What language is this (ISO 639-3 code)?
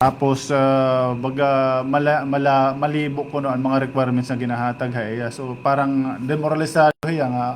war